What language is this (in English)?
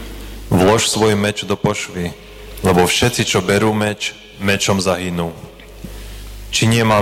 Slovak